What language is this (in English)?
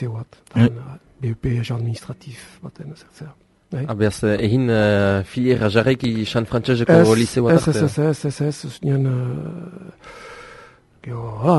Basque